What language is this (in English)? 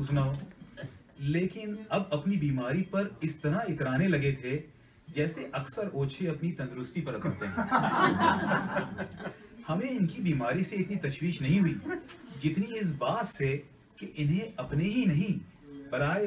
Urdu